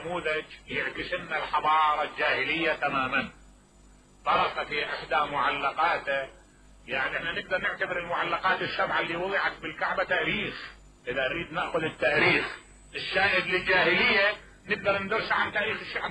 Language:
Mesopotamian Arabic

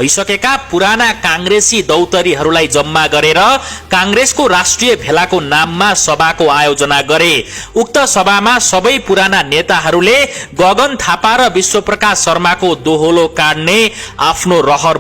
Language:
Nepali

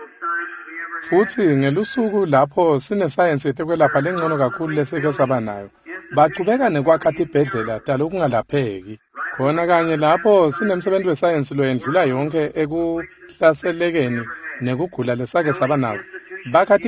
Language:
Swati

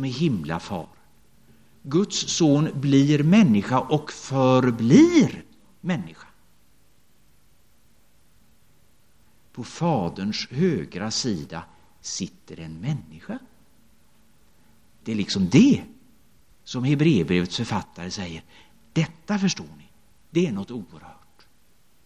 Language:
Swedish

